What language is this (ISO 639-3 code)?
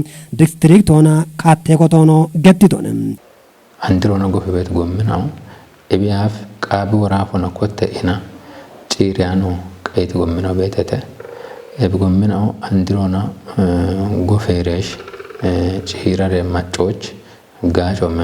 kbr